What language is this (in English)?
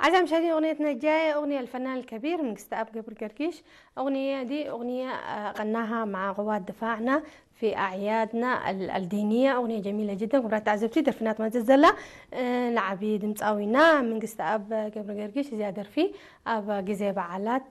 Tigrinya